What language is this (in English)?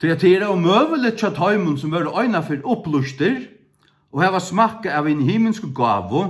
Faroese